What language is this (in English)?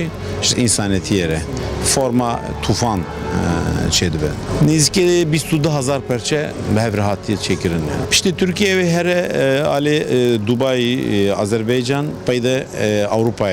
Kurdish